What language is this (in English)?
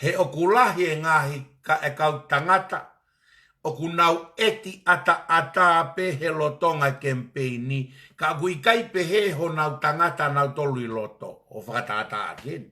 Tongan